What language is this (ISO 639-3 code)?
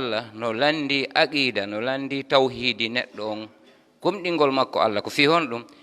ful